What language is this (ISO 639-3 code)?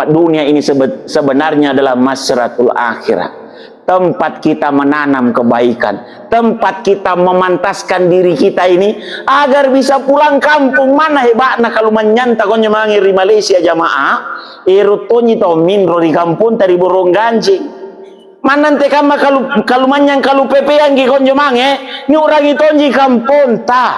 mak